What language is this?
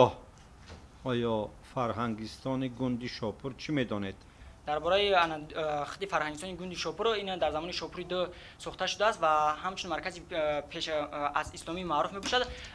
Tajik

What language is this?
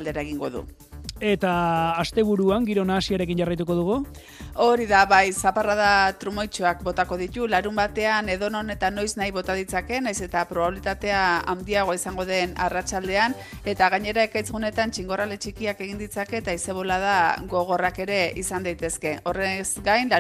Basque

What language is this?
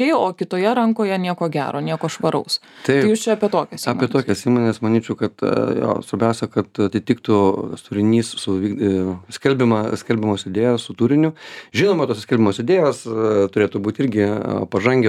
Lithuanian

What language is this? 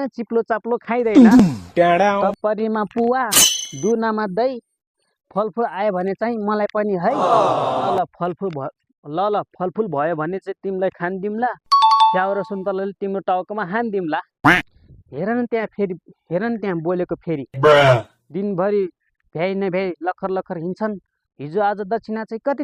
Nepali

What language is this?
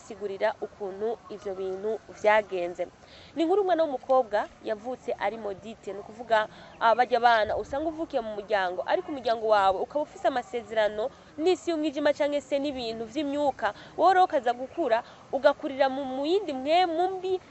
Rundi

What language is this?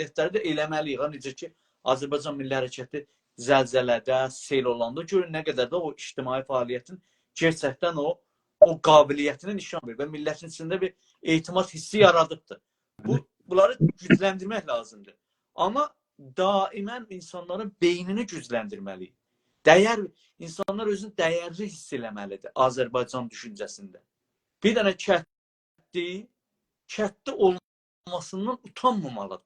South Azerbaijani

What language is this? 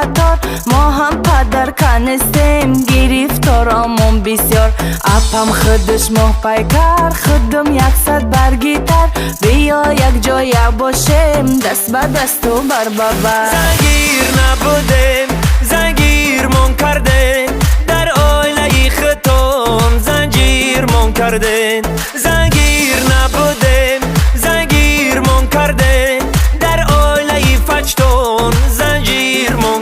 Tajik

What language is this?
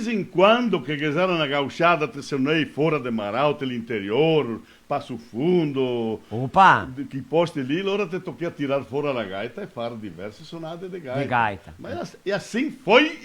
Venetian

